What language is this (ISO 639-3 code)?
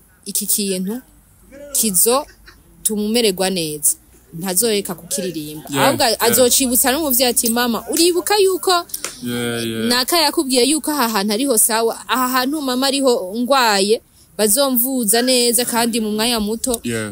run